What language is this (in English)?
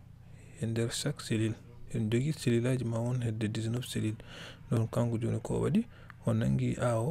Fula